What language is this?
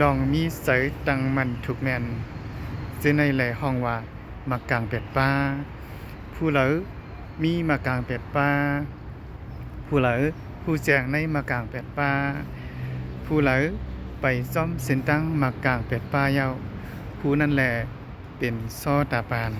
Lao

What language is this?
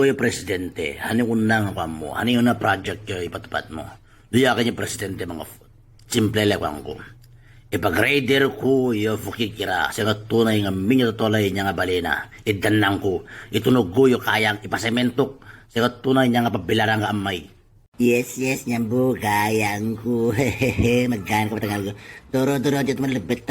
Itawit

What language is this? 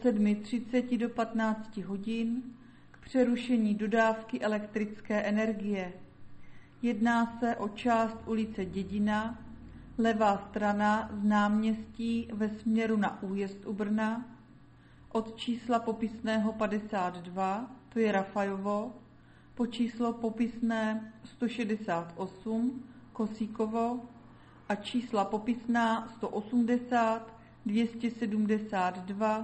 Czech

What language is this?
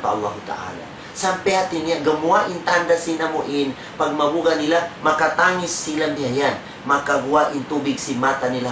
Tausug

